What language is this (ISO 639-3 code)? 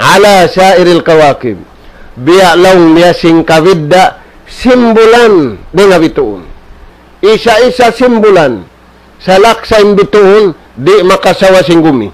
tsg